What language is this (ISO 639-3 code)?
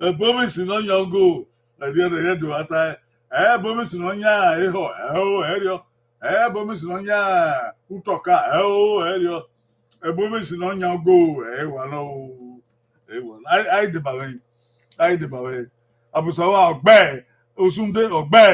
bin